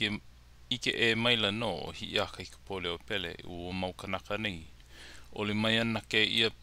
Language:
Hawaiian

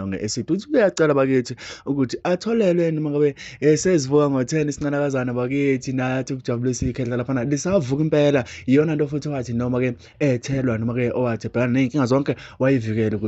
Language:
Zulu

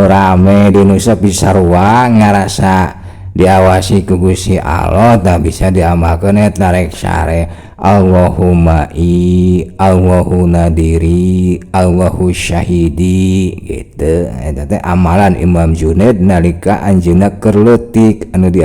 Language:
Sundanese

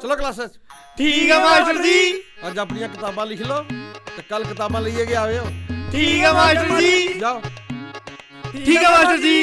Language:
Dogri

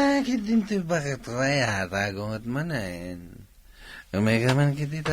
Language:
Iloko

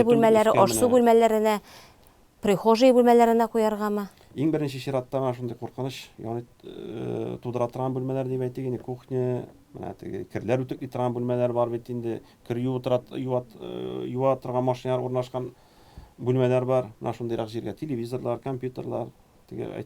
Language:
Tatar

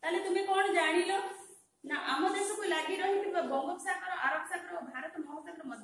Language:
Odia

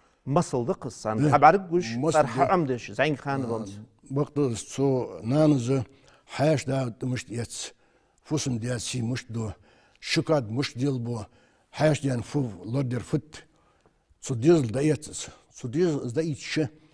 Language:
Ingush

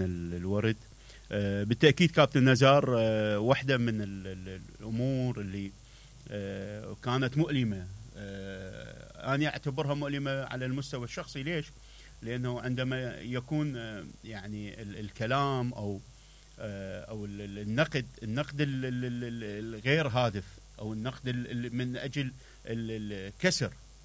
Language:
Mesopotamian Arabic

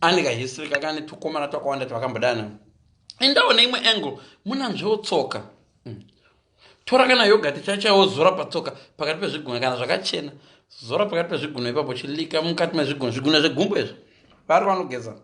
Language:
Shona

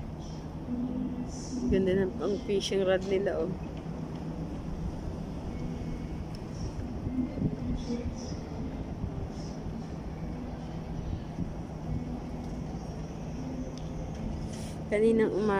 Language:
Filipino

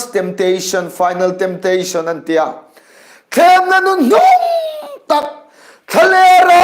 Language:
Hmar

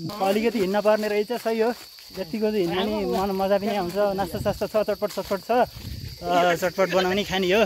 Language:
Nepali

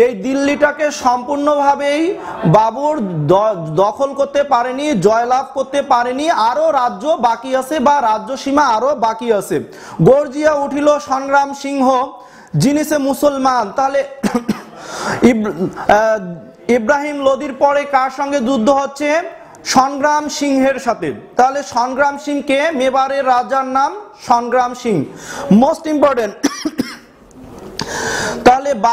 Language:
Bangla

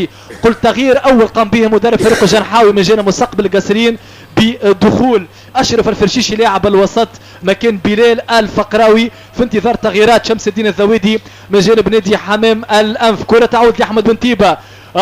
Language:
Tunisian Arabic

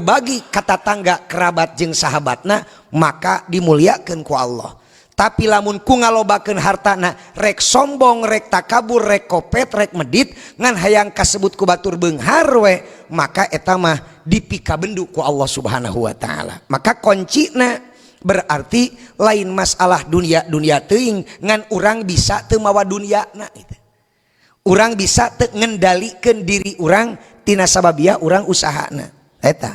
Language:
Sundanese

